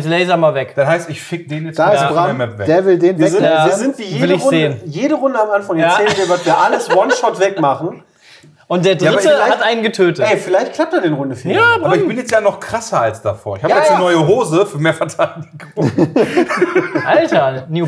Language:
German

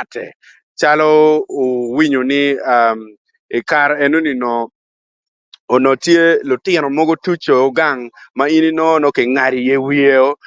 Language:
Acoli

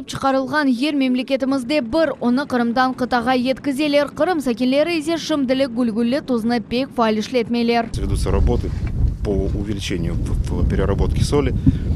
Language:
Crimean Tatar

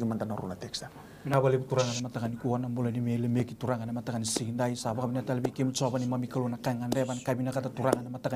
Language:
Fijian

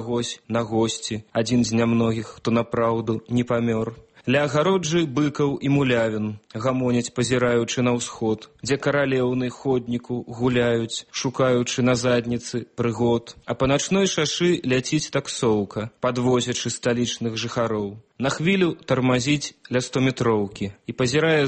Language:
Belarusian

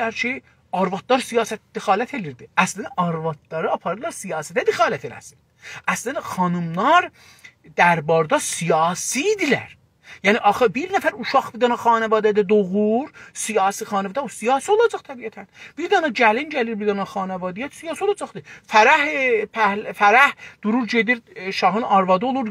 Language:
South Azerbaijani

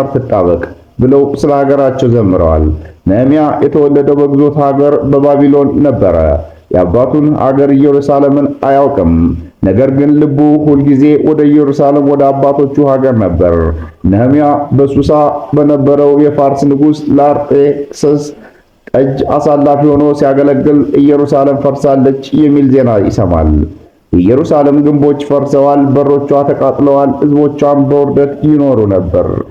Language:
Amharic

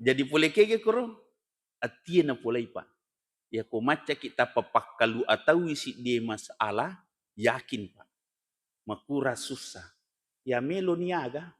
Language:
Buginese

